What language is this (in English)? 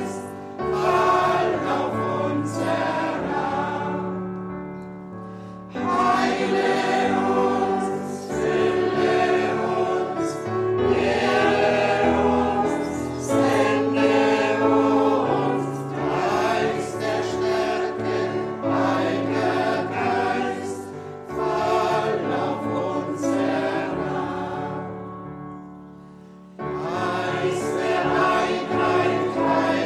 German